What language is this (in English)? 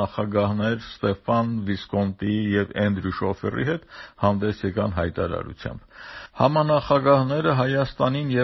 Armenian